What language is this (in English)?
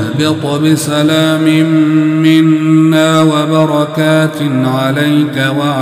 Arabic